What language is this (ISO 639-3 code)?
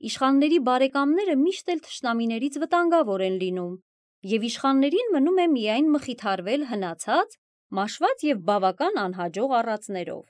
hye